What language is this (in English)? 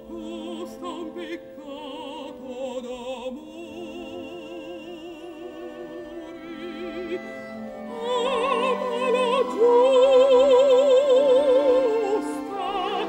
Italian